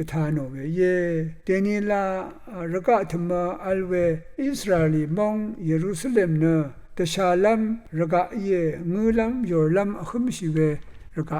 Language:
Rawang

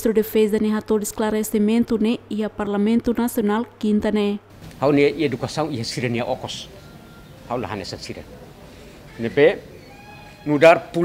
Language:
Tetum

